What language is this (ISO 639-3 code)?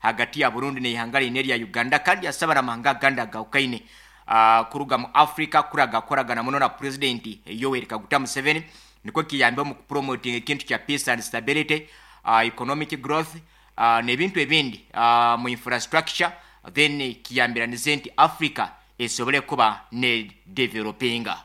nyn